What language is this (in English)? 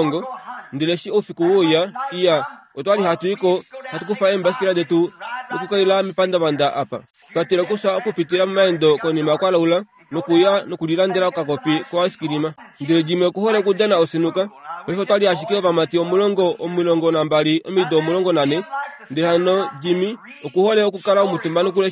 Kuanyama